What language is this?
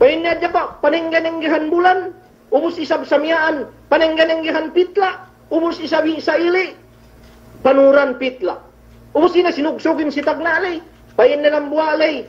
Yakan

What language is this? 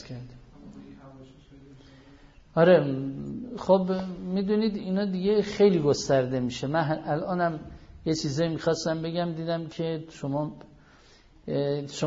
Persian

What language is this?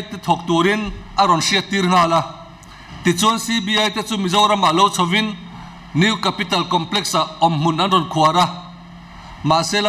Mizo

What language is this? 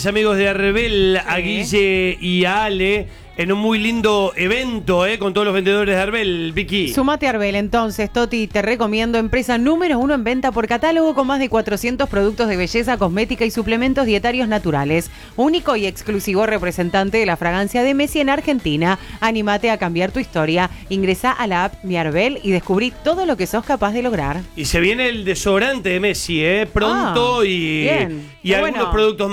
Spanish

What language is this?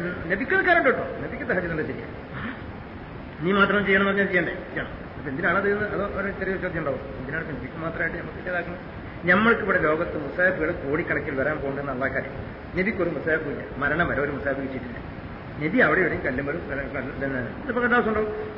Malayalam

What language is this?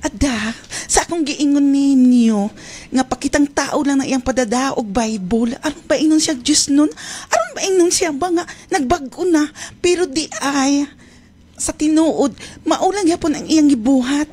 Cebuano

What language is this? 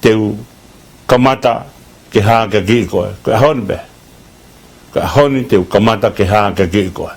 Tongan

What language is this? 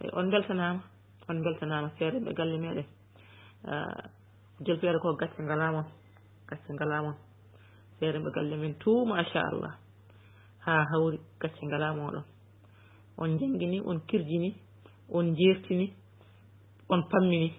Fula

